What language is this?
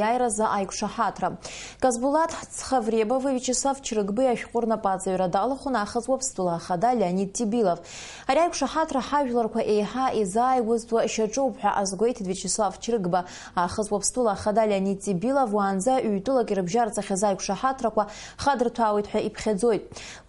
Abkhazian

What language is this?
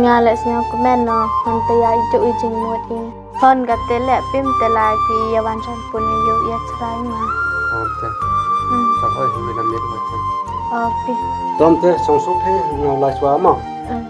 Khasi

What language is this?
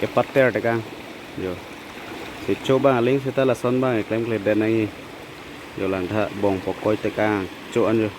Karbi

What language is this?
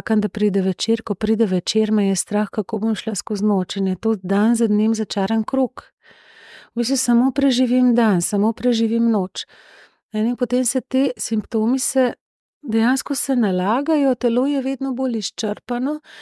Slovenian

